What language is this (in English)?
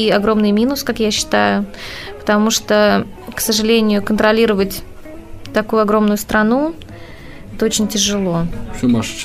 Russian